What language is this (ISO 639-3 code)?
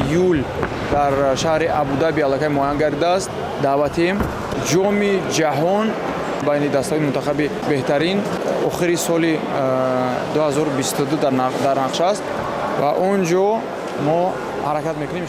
tgk